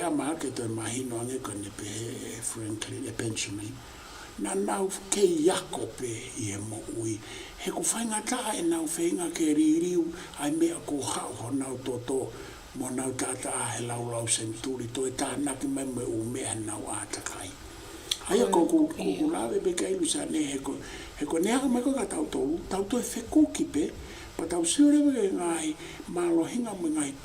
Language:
Tongan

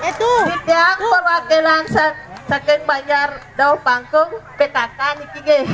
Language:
Balinese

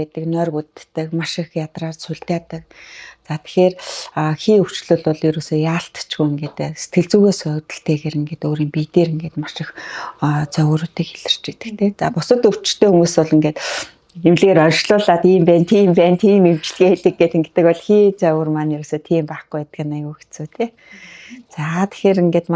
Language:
Mongolian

